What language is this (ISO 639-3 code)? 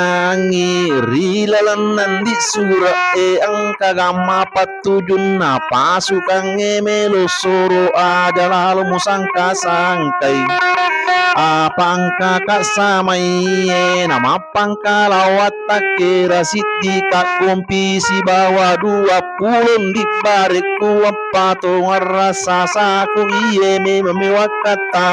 bug